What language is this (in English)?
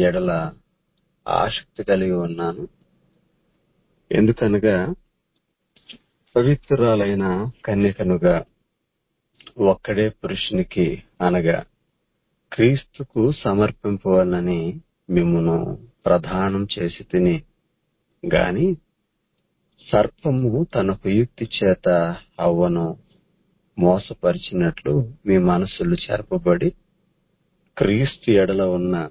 Telugu